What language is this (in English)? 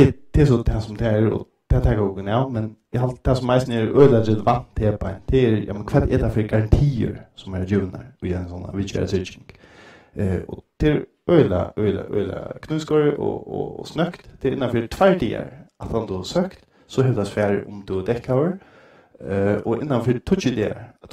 Faroese